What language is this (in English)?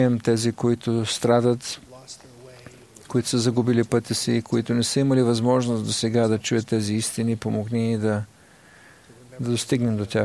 Bulgarian